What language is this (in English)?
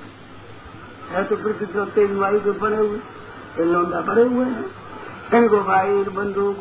Hindi